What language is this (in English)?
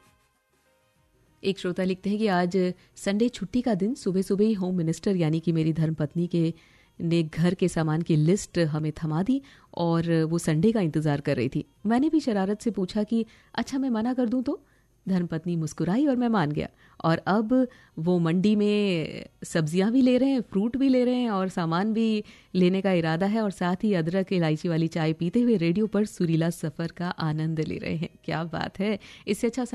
Hindi